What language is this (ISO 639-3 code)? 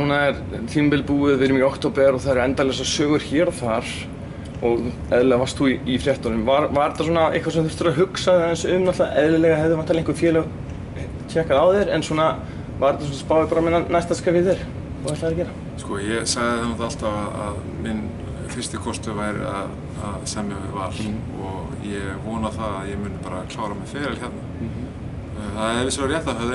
isl